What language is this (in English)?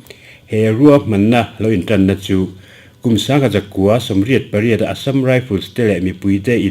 Mizo